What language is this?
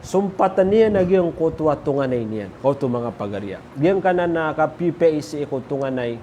Maranao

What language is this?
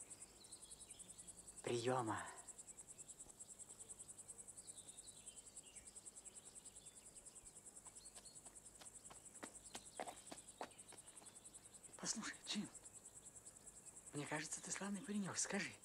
Russian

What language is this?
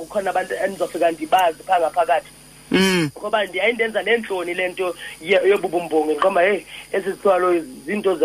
Xhosa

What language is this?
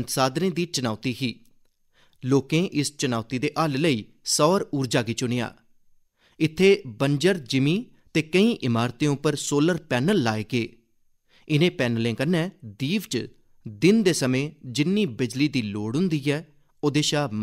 Dogri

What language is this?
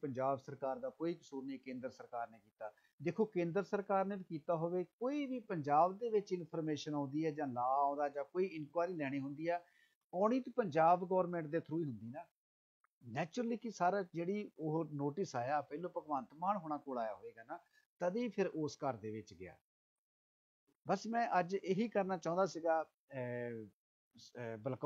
Punjabi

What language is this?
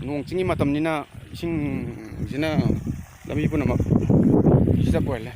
Manipuri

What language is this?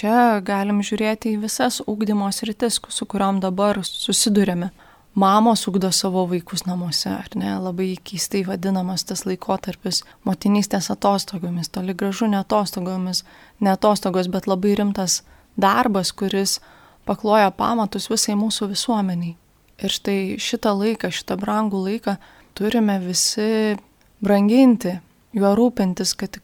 Lithuanian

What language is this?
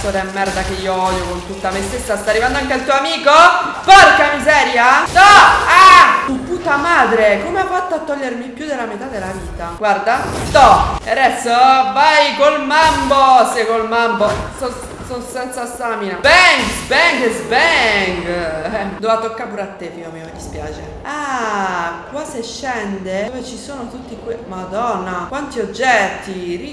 Italian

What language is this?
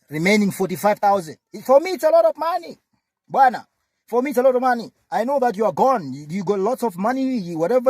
Nyanja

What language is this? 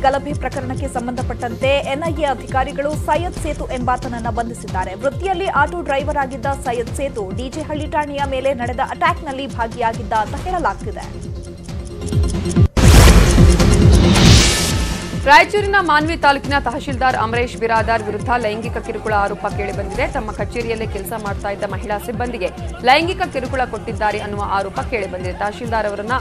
Kannada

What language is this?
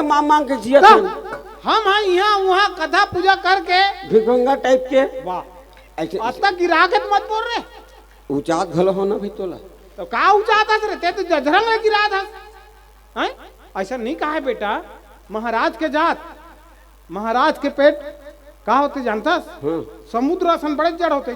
Chhattisgarhi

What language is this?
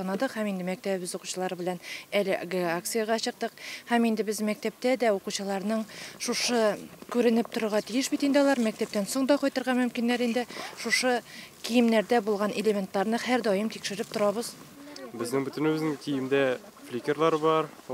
Tatar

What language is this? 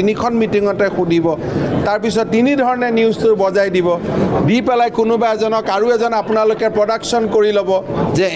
Assamese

